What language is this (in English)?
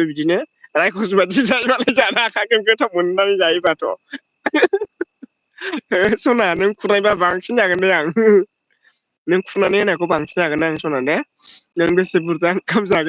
Bodo